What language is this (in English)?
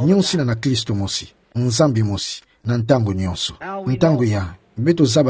Kituba (Democratic Republic of Congo)